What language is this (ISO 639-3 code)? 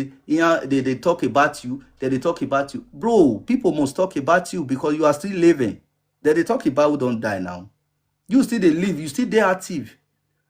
pcm